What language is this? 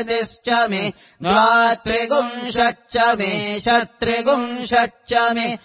Sanskrit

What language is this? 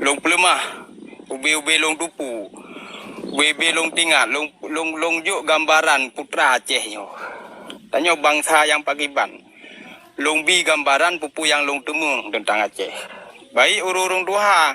Achinese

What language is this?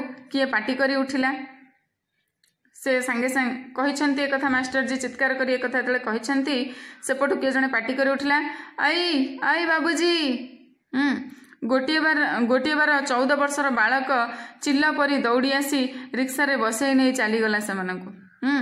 Odia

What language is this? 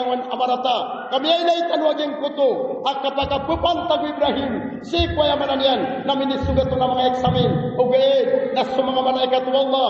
Maranao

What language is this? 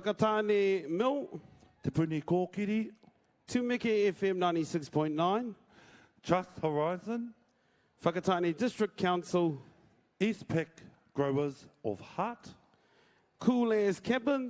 Māori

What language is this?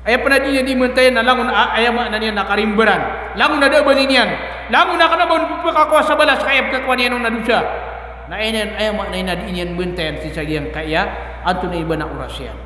Maranao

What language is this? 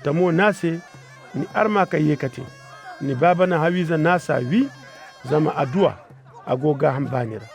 Koyraboro Senni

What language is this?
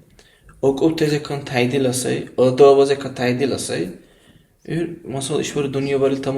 Dargwa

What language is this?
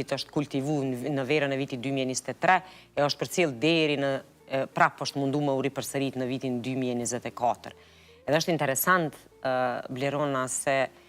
Albanian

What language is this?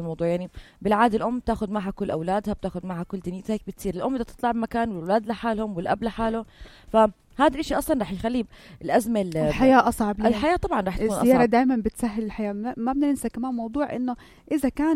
North Levantine Arabic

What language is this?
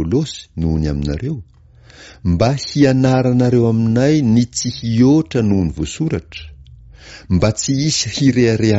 Malagasy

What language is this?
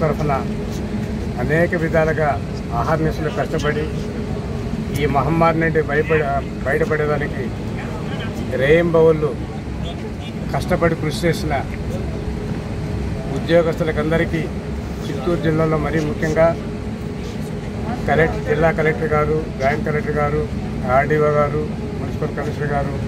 Telugu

